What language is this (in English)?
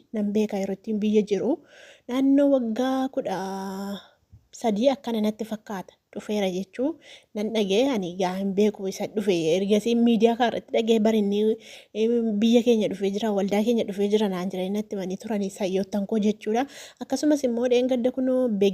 Oromo